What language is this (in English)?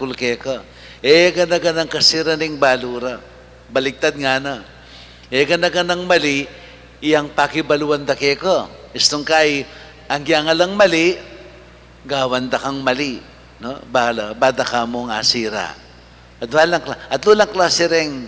Pampanga